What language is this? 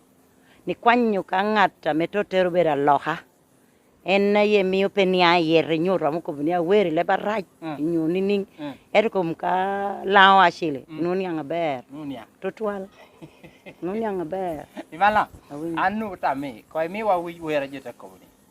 Lango (Uganda)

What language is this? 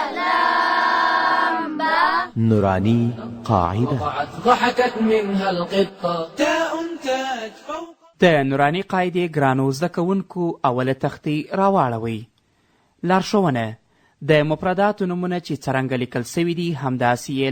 Pashto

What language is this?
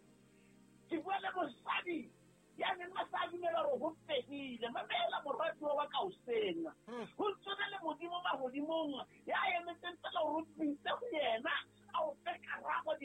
Southern Sotho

